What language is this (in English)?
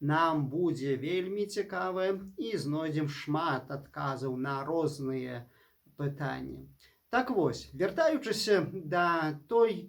Belarusian